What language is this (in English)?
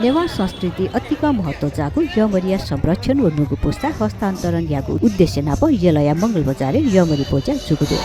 Newari